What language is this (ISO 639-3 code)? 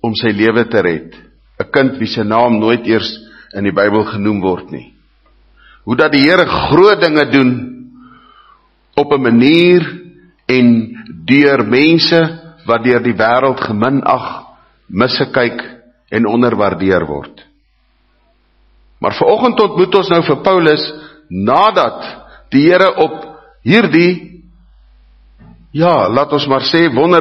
afr